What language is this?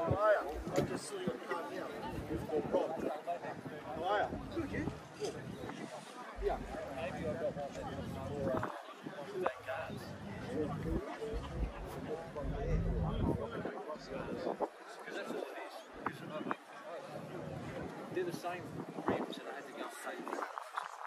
English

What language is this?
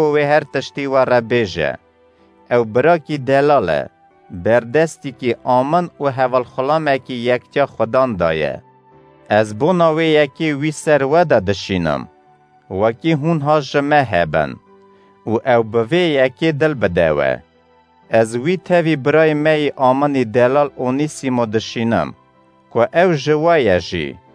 Kurdish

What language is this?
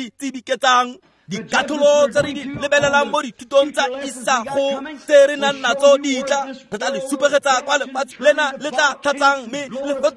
Tswana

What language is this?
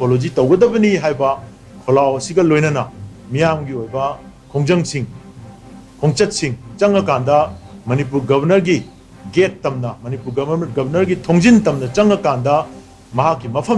Manipuri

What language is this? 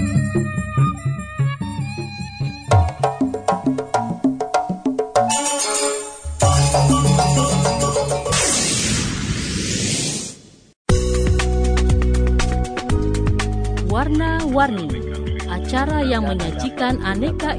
Indonesian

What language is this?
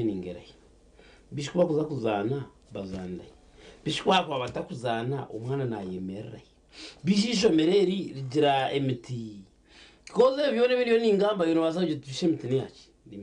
Nyankole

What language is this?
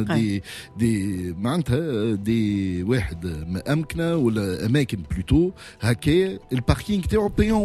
Tunisian Arabic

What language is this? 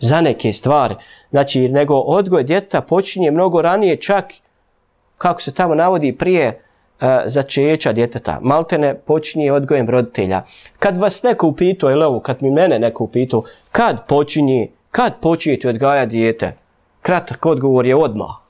Bosnian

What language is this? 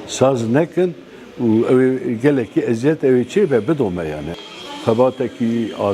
Kurdish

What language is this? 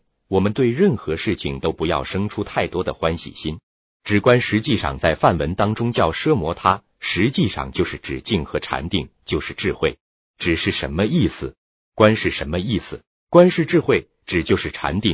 Chinese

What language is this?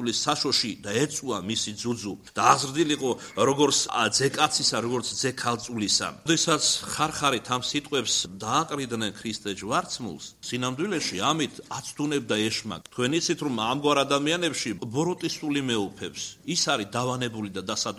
Georgian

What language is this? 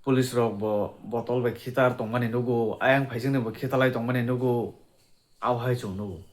Kok Borok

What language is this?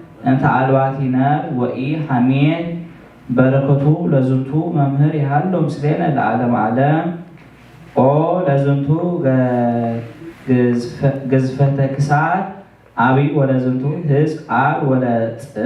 Geez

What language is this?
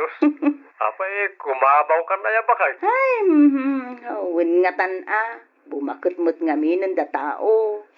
Iloko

